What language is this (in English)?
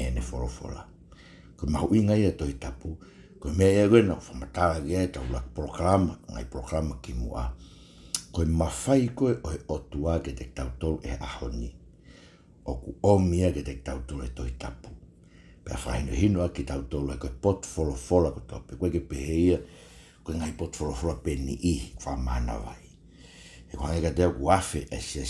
Tongan